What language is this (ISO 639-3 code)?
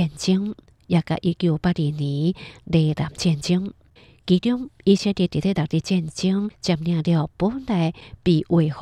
hak